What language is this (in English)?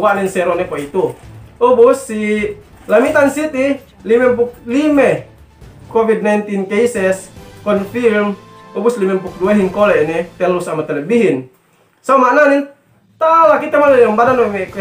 Yakan